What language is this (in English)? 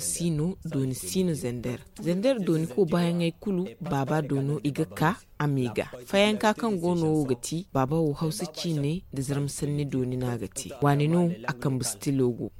Zarma